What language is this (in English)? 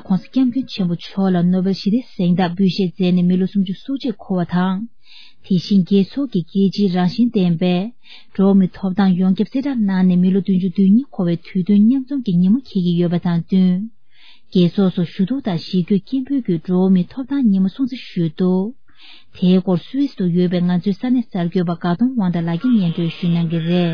Tibetan